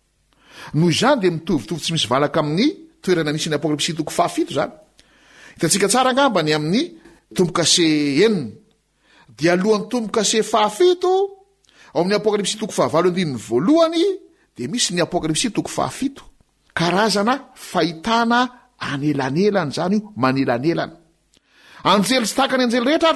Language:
Malagasy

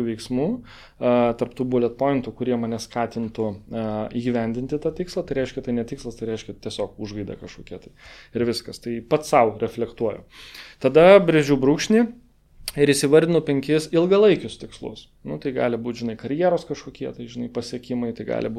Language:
Lithuanian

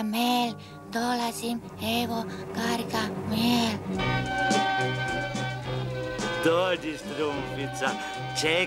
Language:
Croatian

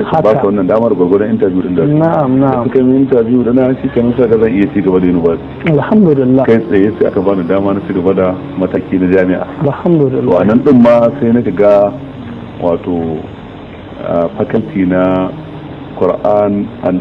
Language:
Hausa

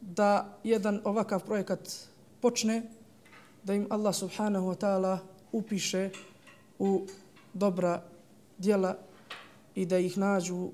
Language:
Bosnian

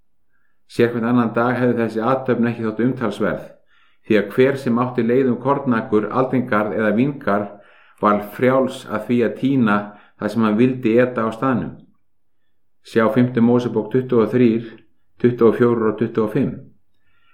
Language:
Icelandic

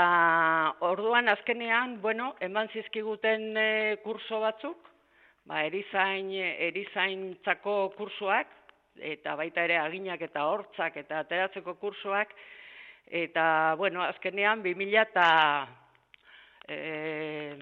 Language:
Basque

